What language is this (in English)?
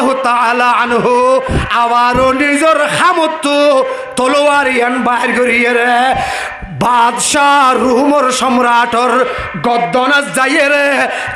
Rohingya